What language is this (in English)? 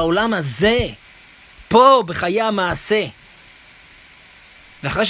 Hebrew